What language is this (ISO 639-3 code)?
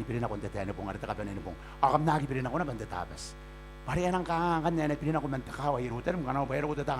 gil